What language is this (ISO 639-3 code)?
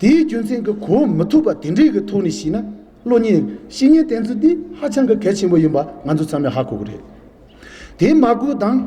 bod